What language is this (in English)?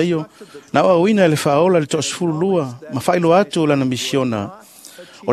Samoan